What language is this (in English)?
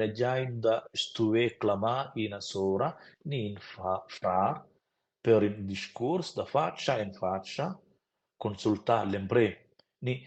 Romansh